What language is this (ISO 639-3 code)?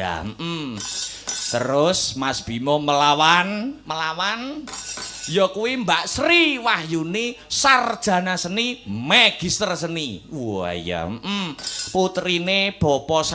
jav